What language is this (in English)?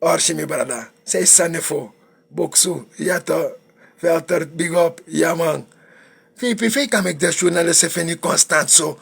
Sranan Tongo